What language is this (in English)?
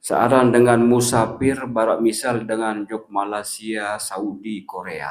Sasak